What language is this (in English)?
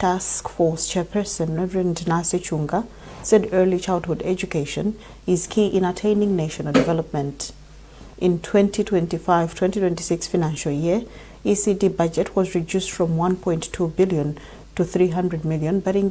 English